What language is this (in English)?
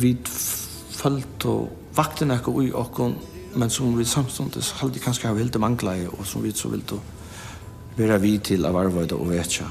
Faroese